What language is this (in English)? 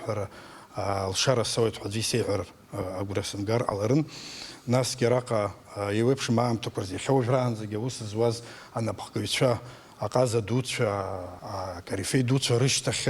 Abkhazian